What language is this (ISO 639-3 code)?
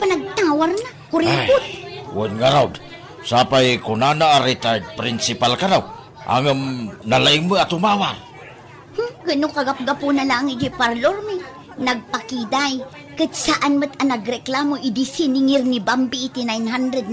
ilo